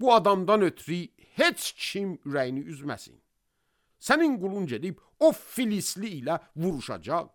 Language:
Azerbaijani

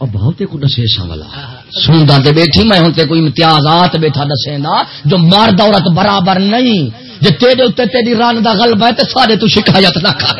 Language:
Saraiki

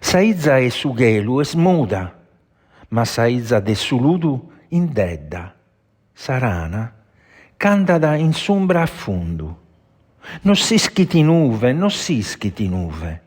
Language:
Sardinian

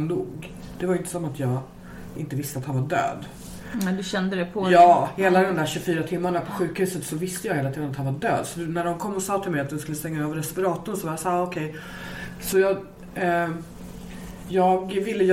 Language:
Swedish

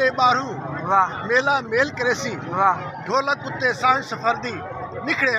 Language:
Saraiki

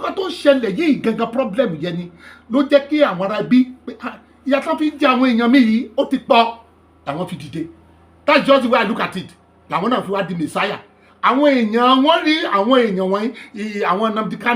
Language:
Yoruba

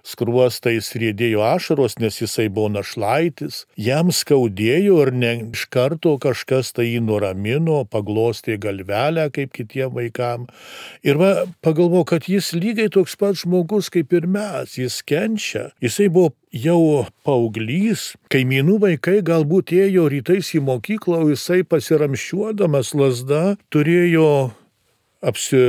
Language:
Lithuanian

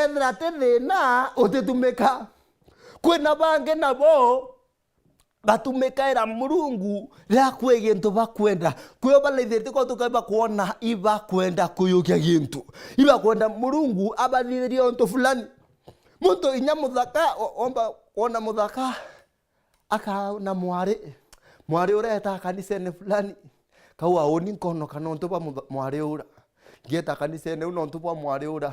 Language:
Meru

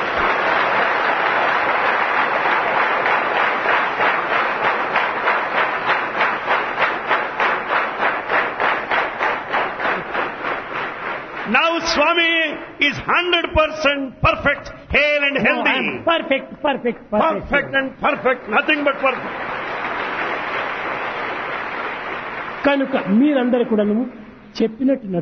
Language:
Telugu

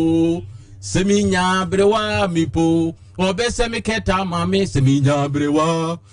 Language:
Akan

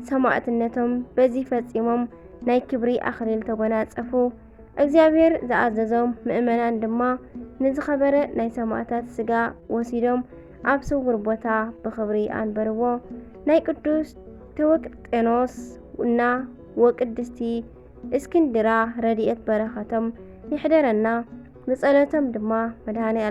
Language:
Tigrinya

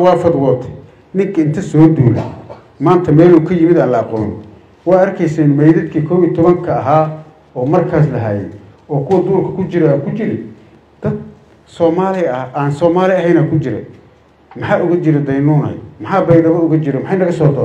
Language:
Somali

